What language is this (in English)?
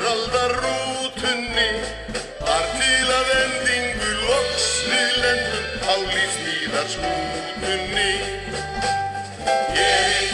Icelandic